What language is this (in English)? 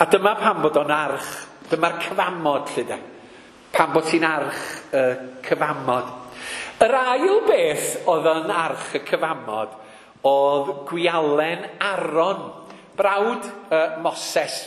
Welsh